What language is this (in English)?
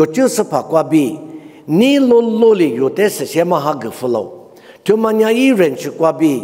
Lisu